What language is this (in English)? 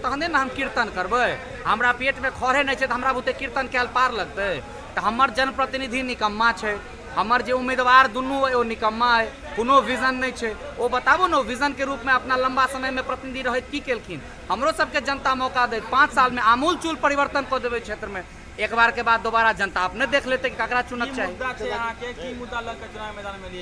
Maithili